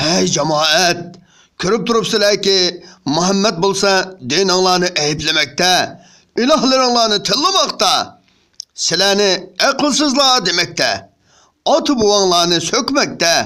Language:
Uyghur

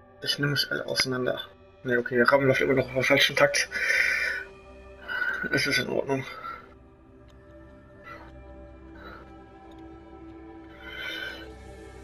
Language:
German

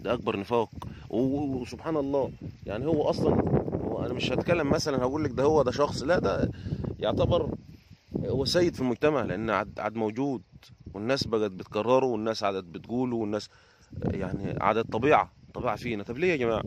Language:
Egyptian Arabic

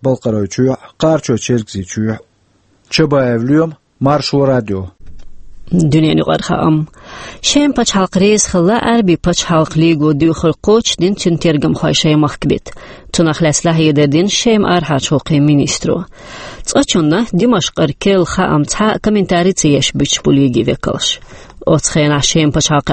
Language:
Chechen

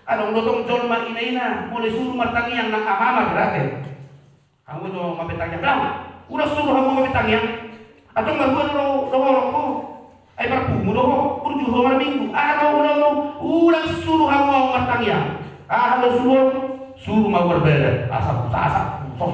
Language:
Batak Toba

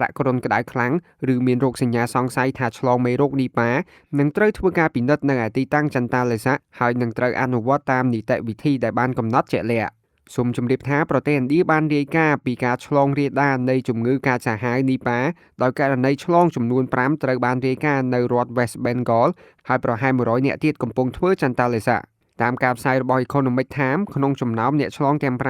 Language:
Khmer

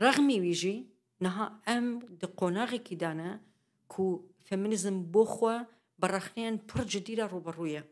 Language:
Kurdish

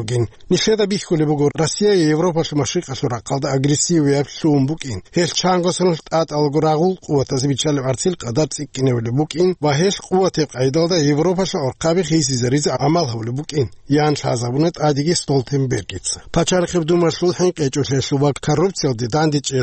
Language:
Avaric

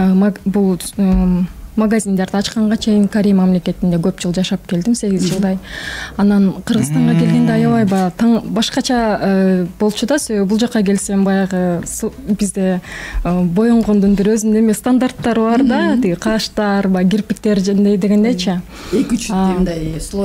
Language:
Kyrgyz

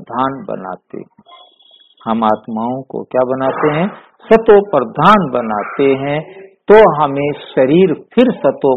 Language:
Hindi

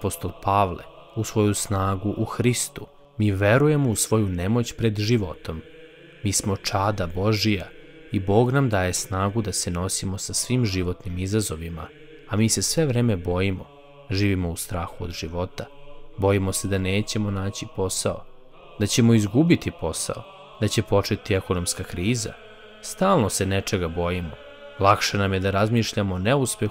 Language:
Serbian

